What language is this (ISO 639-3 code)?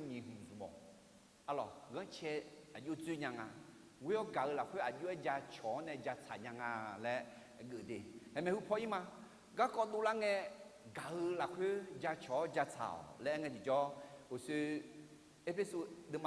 ahk